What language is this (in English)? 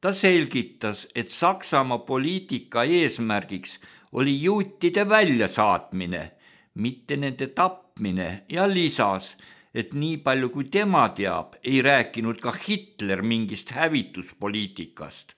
Estonian